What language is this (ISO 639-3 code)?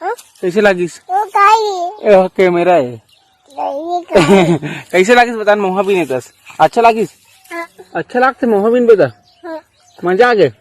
hne